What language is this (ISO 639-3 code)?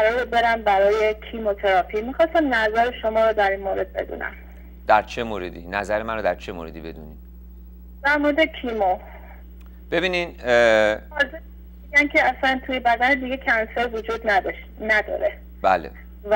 fas